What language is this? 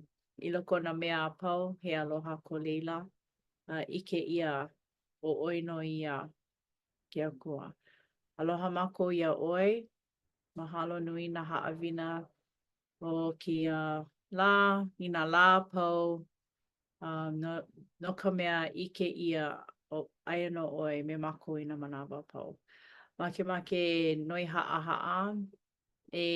Hawaiian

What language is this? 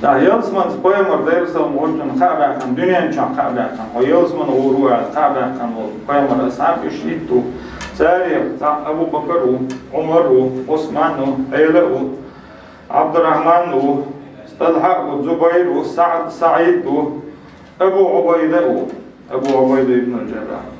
Chechen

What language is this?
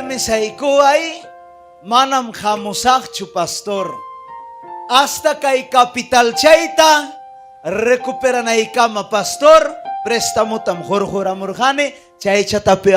Ayacucho Quechua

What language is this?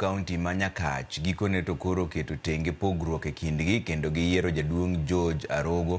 Luo (Kenya and Tanzania)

